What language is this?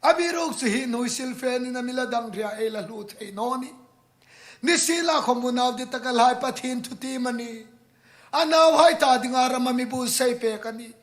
Hmar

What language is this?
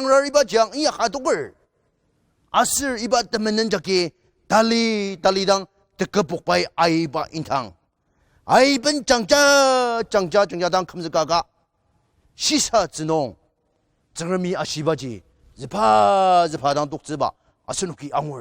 Ao Naga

